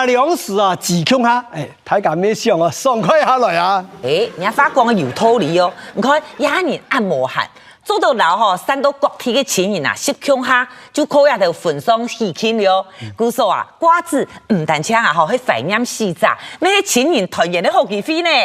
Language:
Hakka Chinese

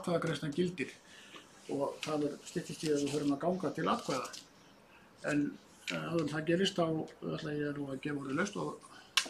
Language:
Icelandic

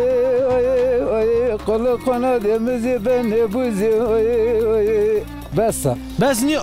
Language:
Zaza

